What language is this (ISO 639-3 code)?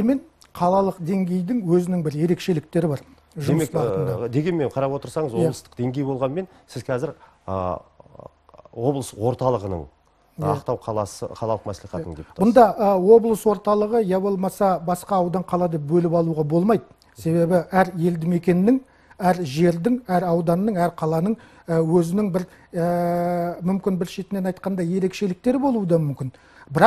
kaz